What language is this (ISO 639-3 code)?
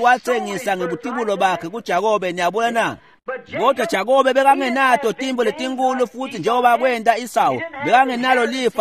ssw